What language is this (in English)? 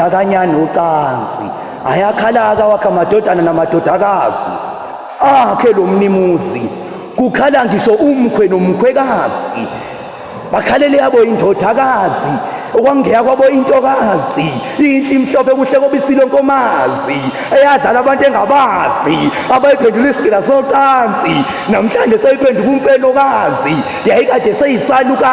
Zulu